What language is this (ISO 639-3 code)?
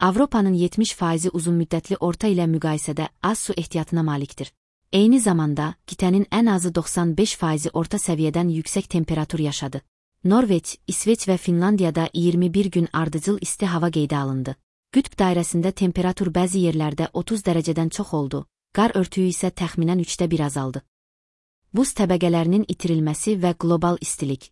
aze